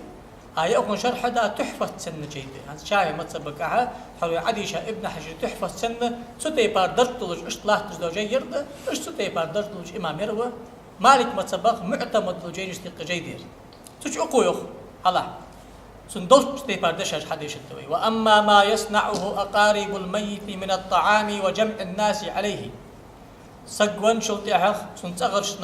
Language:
Ingush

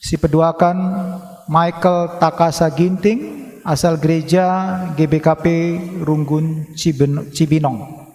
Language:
Batak Karo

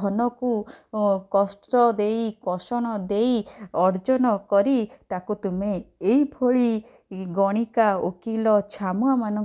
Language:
Odia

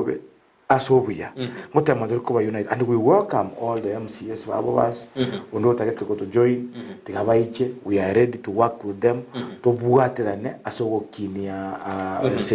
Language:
Gusii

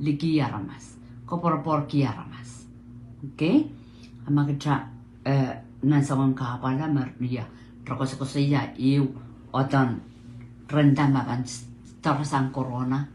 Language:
Pohnpeian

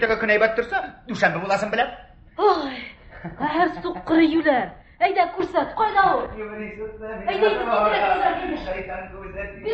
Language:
Tatar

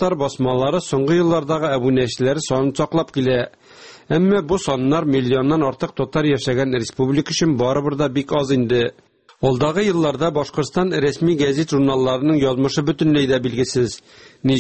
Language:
Tatar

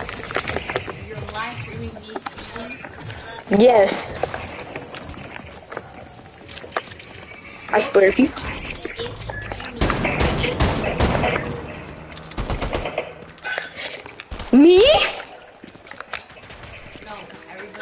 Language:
English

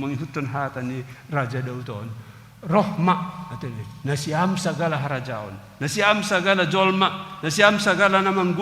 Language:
Batak Simalungun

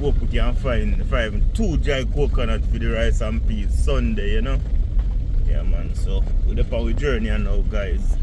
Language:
Jamaican Creole English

